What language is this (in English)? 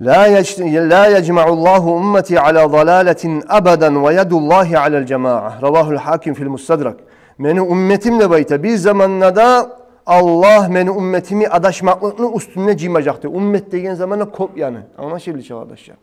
Kumyk